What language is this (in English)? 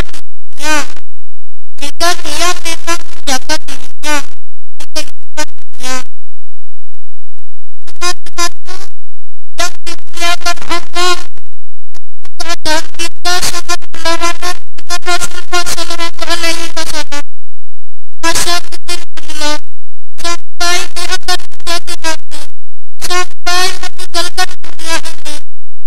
Indonesian